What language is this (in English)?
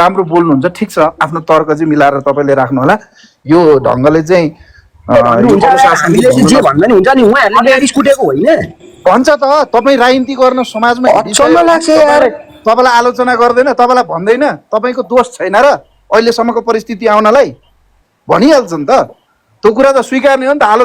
Nepali